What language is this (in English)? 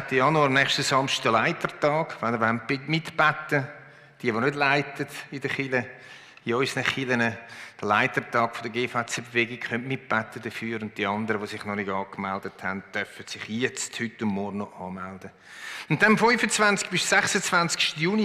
Swiss German